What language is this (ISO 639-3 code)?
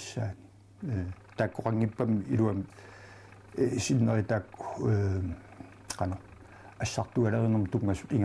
kal